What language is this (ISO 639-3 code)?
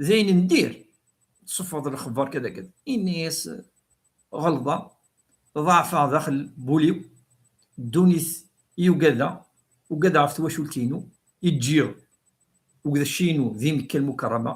kab